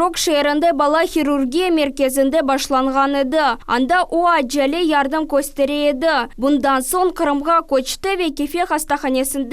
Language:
Crimean Tatar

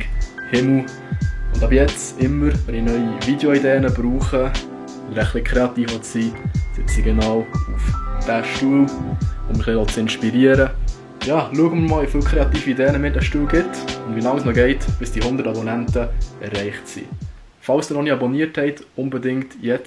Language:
Swiss German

